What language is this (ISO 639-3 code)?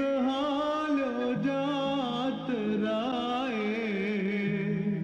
guj